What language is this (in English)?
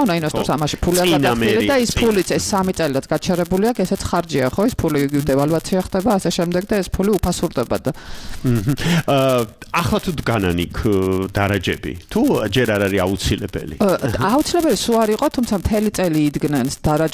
Georgian